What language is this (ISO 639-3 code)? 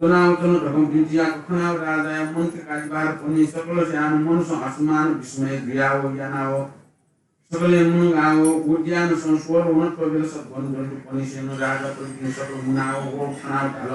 new